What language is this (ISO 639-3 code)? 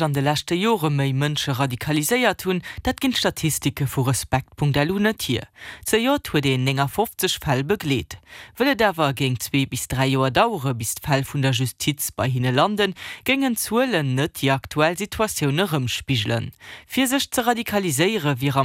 ltz